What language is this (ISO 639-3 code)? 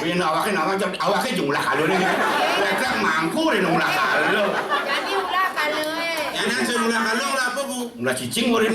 ban